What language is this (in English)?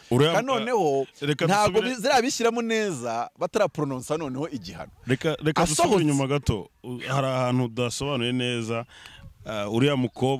Kinyarwanda